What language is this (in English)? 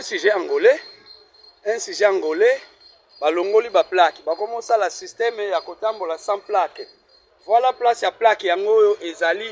Lingala